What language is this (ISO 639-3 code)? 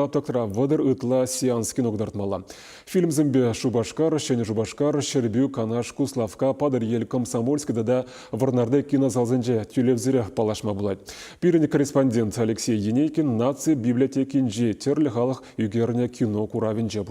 chv